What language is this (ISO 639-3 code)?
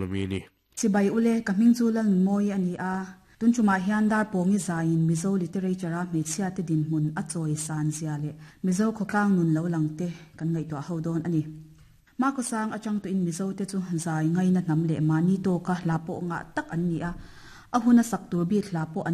lus